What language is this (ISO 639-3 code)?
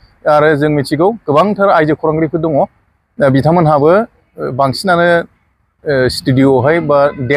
brx